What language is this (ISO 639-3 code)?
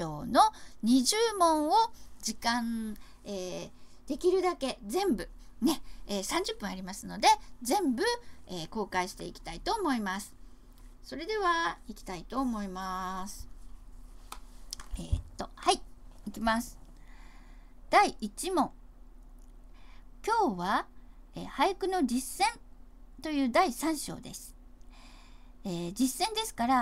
jpn